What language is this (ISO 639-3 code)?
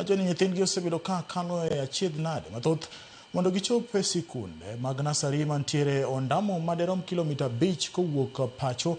luo